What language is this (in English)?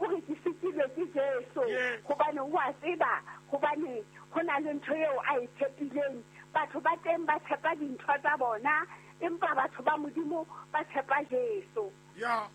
Southern Sotho